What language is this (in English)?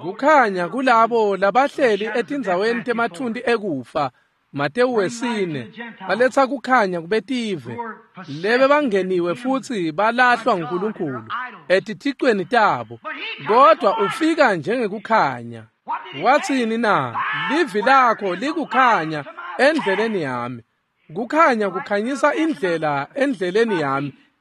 Swati